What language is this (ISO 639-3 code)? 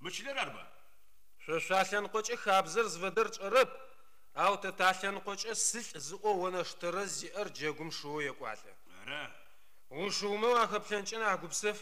ady